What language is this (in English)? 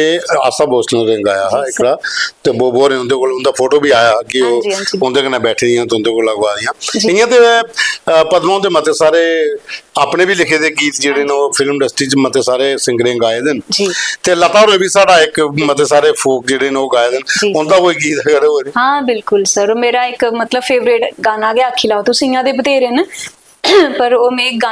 Dogri